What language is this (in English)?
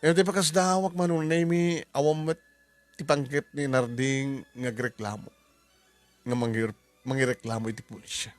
Iloko